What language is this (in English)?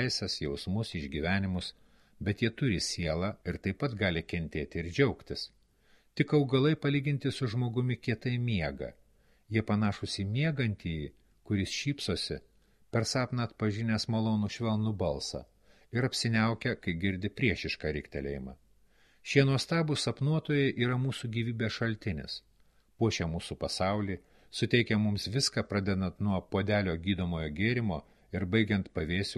Lithuanian